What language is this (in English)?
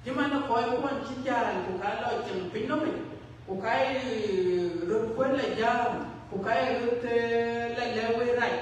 Dinka